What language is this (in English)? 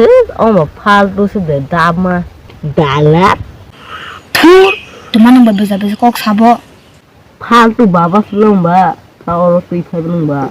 Kok Borok